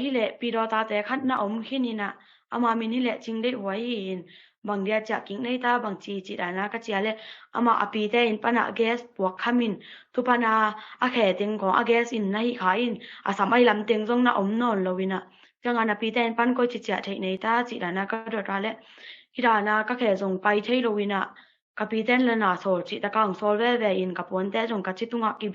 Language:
Tedim Chin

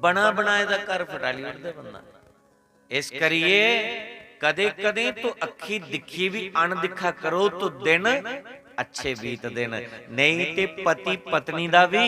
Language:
Dogri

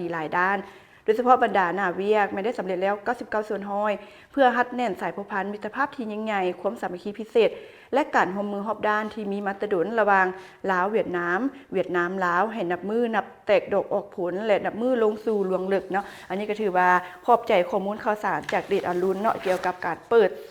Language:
Lao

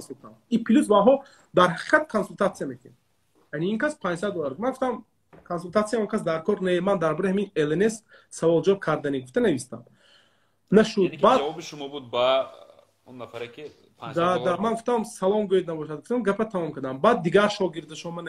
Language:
Tajik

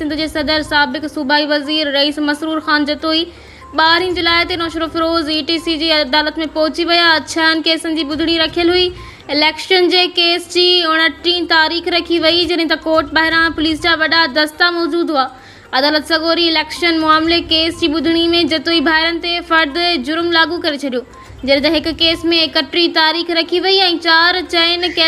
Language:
Sindhi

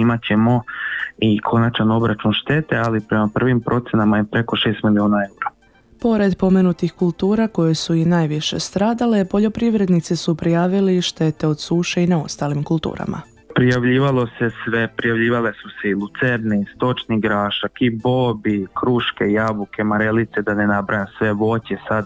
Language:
Croatian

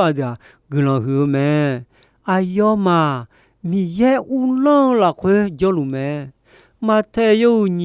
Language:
Akha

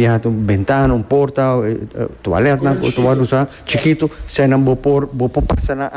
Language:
Papiamento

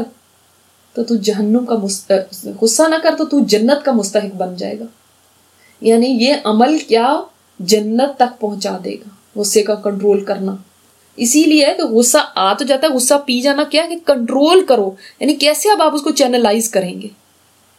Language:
Urdu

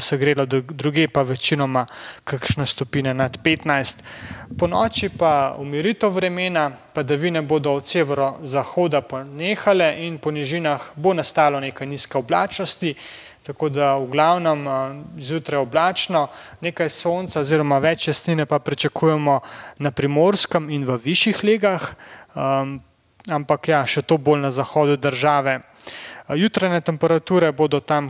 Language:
Slovenian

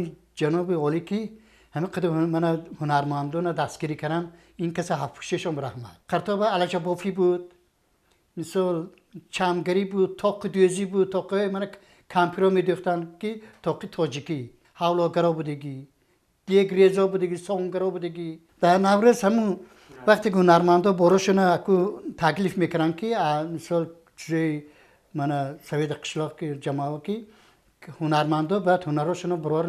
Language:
Tajik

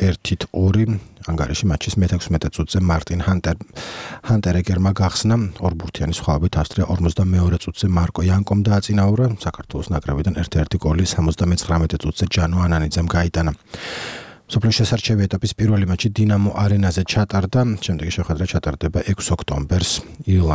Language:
Georgian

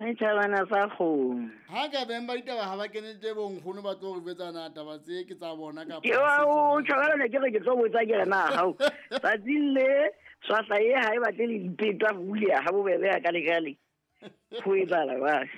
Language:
Southern Sotho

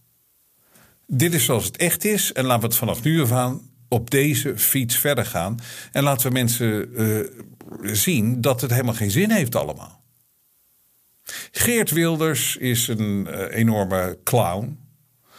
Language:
Dutch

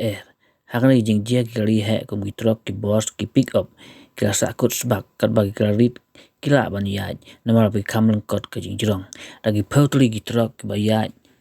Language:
Khasi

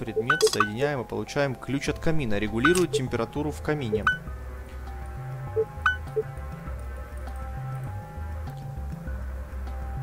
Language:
Russian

